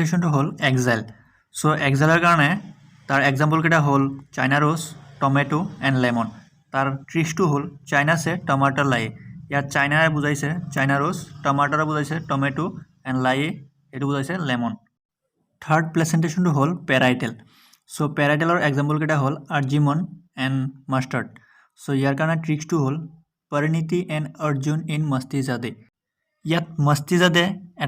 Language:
Assamese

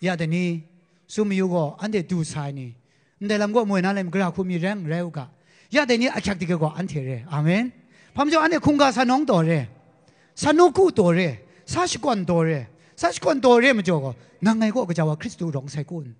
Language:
Kachin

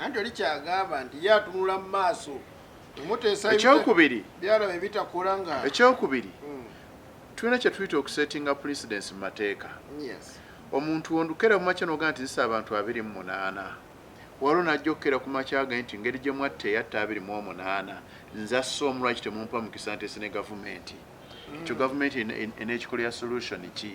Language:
Ganda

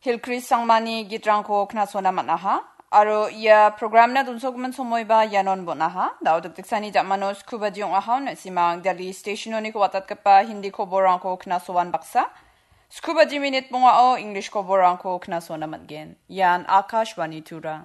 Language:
Garo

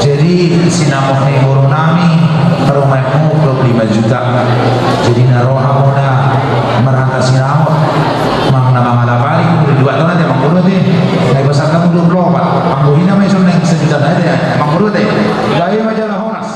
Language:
Batak Toba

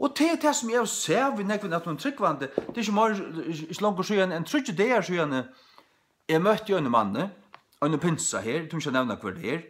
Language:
Faroese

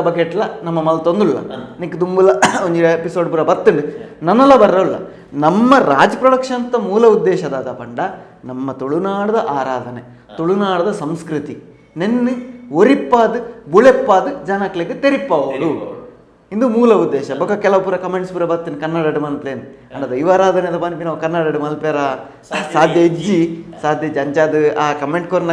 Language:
Tulu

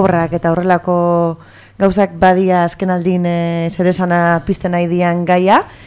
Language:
Basque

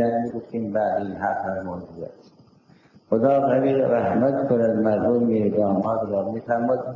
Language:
Persian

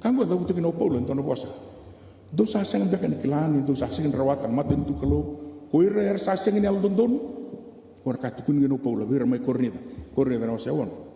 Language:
Fijian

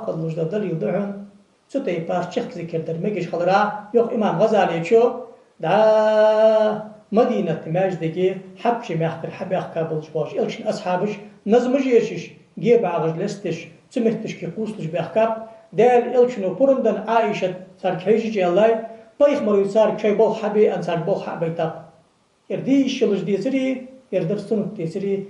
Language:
Ingush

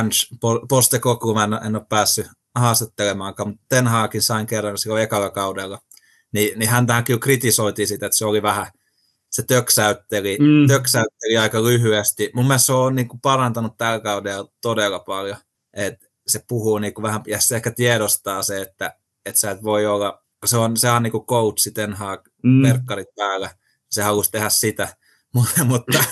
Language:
Finnish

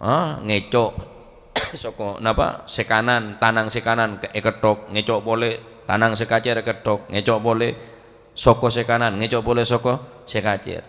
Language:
Madurese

